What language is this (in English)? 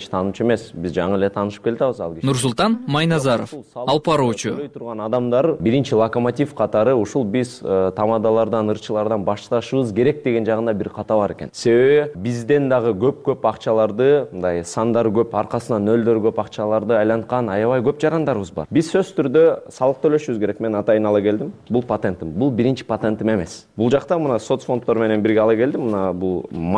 Kyrgyz